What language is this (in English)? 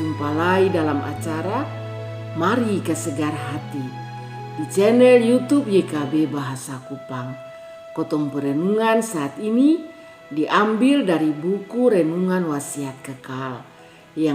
Kupang Malay